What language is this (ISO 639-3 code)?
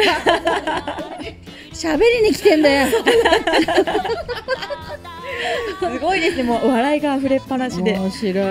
jpn